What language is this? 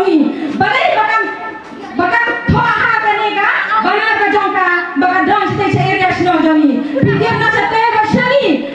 Khasi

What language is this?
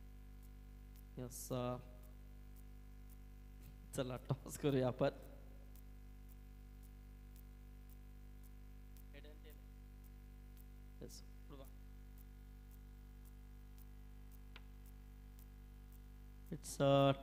Marathi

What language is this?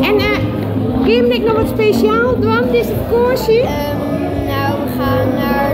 Western Frisian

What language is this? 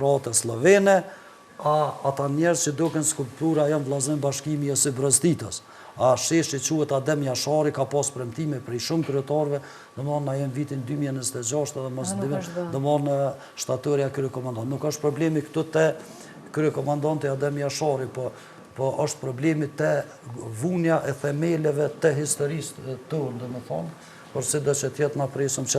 Albanian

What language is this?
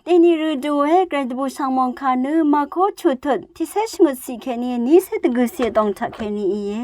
Rawang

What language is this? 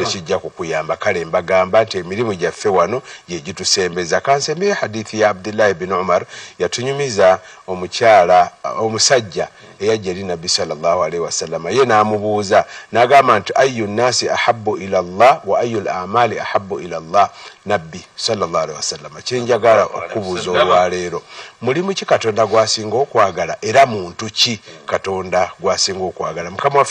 Ganda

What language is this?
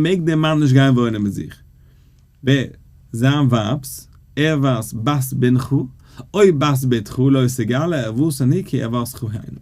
Yiddish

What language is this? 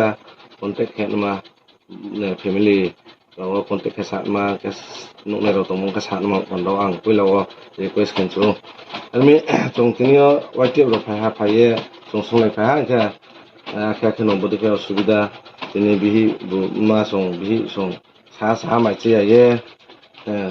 Riang (India)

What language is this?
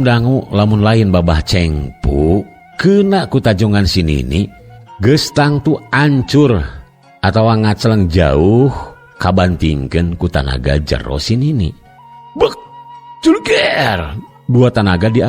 Sundanese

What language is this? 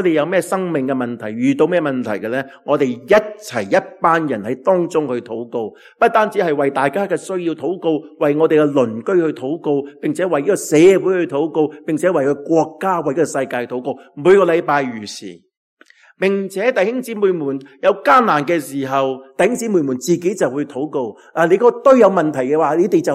Cantonese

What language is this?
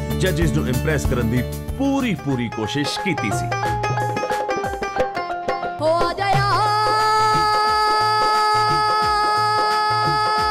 Punjabi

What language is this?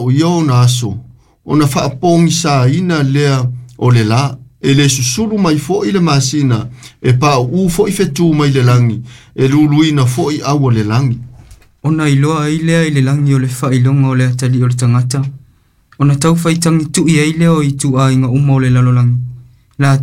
Samoan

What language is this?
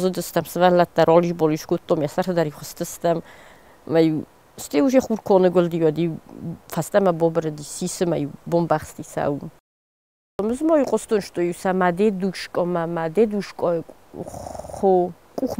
Ossetic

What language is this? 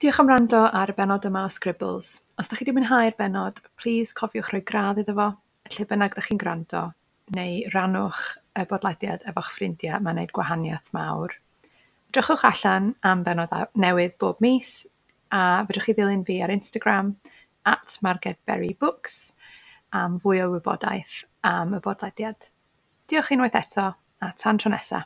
Welsh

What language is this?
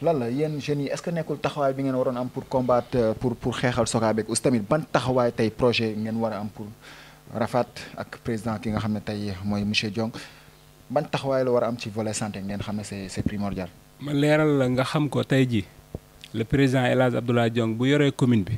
Wolof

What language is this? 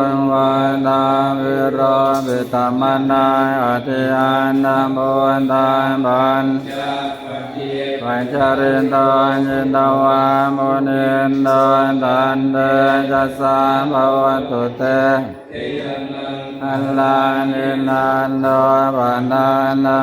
Pali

